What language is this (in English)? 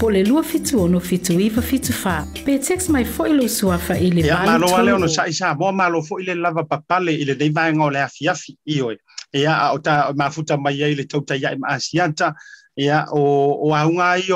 Samoan